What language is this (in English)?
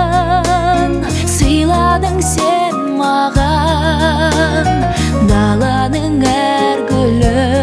Kazakh